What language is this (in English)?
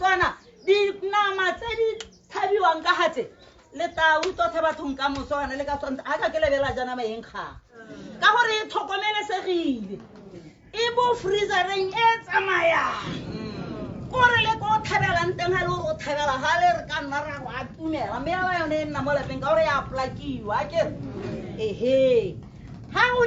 Tswana